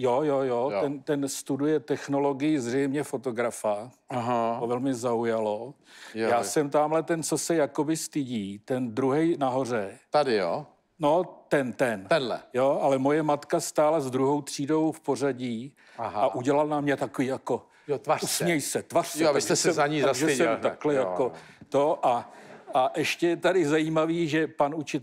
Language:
Czech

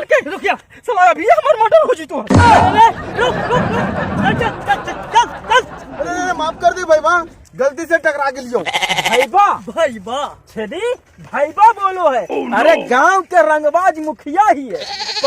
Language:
Magahi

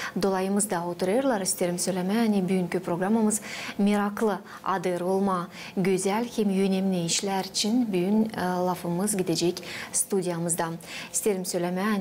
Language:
Gagauz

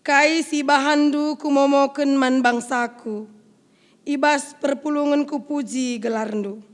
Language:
Batak Karo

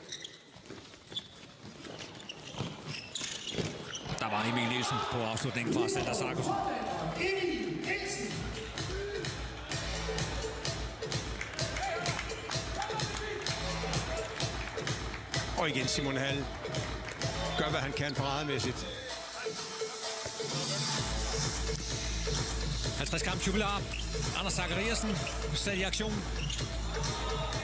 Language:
Danish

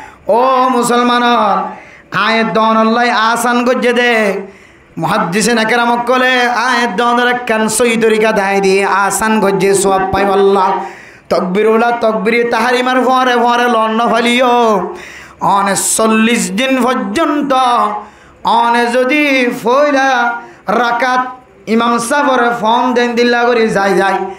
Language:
Rohingya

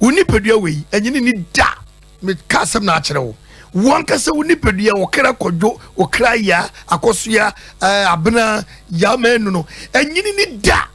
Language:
Akan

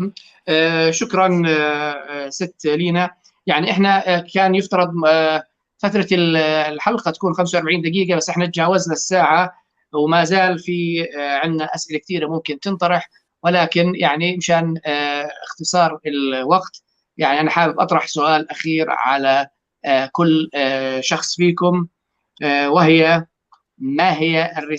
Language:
North Levantine Arabic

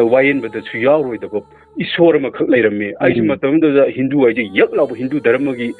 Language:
Manipuri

